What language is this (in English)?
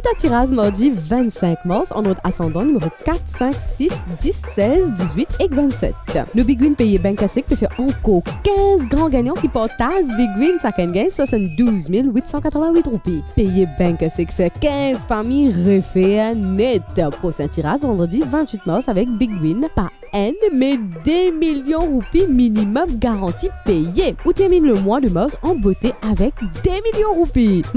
Morisyen